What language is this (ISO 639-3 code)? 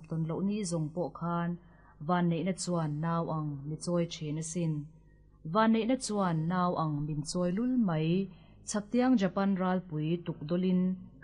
lus